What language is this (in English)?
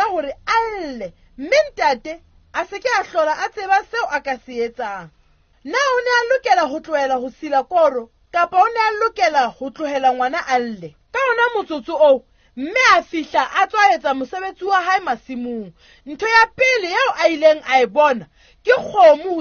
Southern Sotho